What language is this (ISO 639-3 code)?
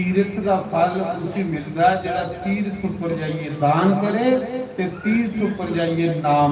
doi